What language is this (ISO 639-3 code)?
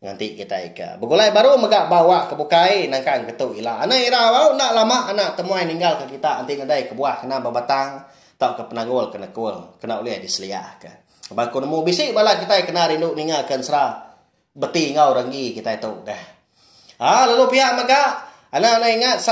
iba